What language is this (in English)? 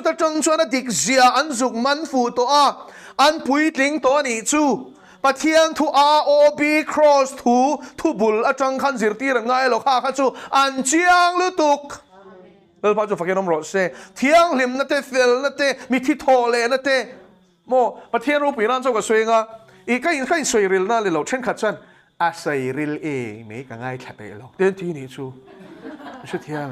Mizo